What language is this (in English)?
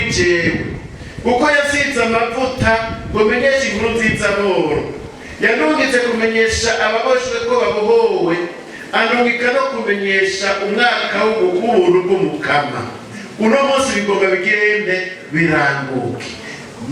Rundi